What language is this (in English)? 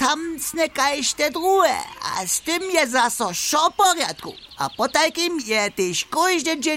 Upper Sorbian